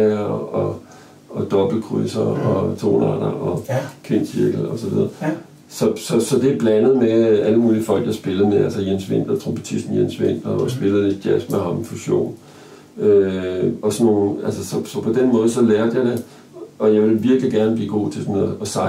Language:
Danish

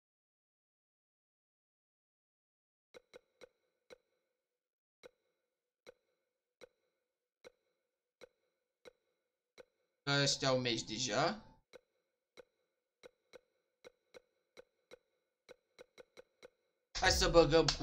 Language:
Romanian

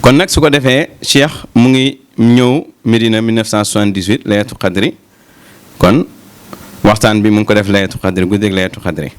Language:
Wolof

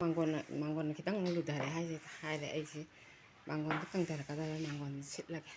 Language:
Manipuri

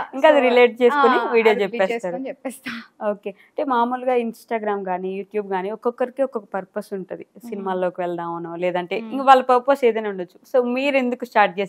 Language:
Telugu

